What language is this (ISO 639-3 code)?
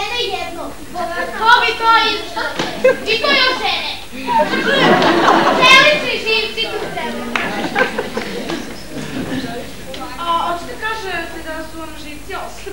srp